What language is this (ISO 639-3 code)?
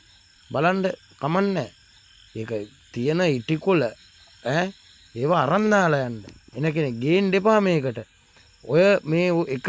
sin